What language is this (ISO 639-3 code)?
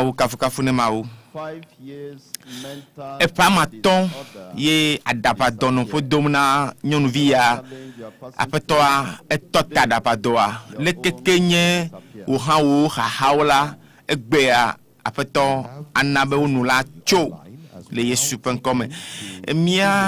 ewe